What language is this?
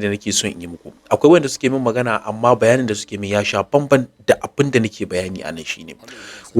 Hausa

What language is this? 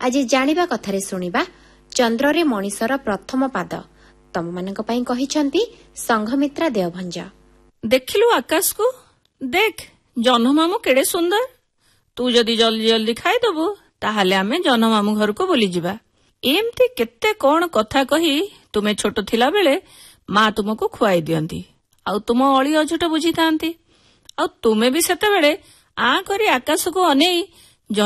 Odia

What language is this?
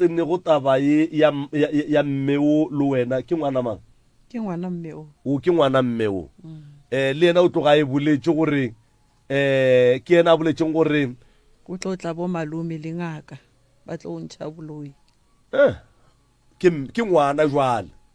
Northern Sotho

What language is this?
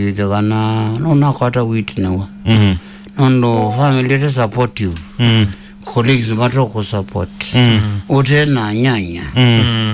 Kamba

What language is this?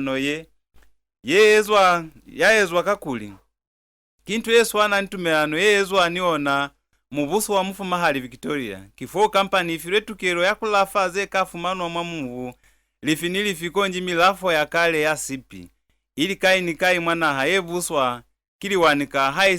Lozi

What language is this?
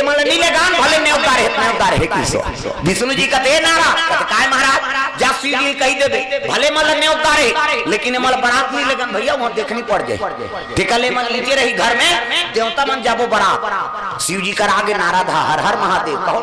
Chhattisgarhi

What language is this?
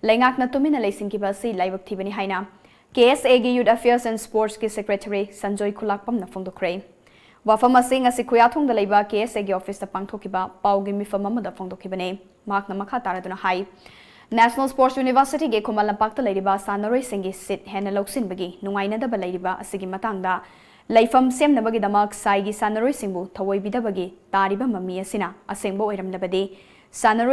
Manipuri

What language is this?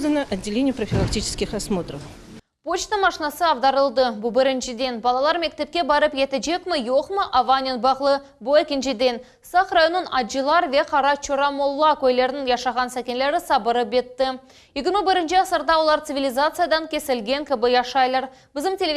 Crimean Tatar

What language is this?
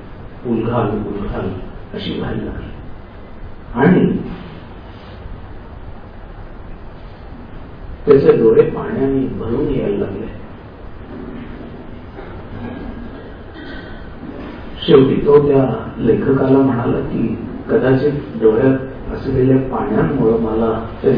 Marathi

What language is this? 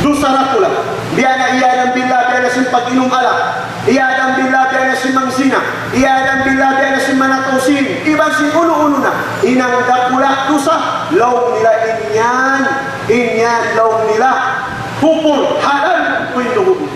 Tausug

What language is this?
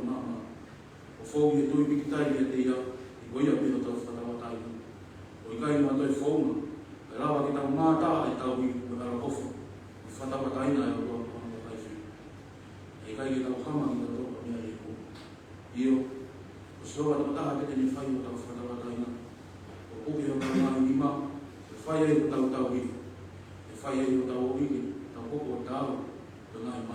Tongan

